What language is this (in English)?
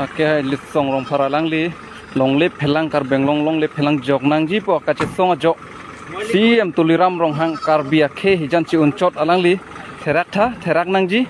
Karbi